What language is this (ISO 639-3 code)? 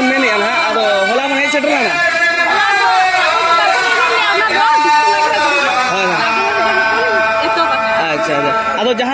sat